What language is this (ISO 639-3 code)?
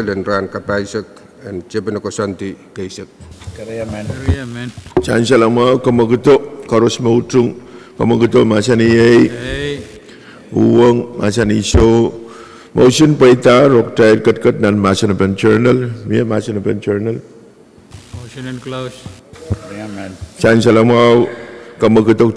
pon